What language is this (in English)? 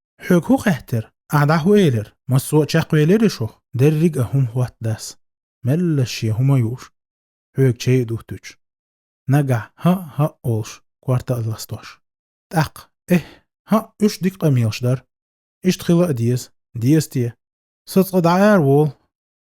Chechen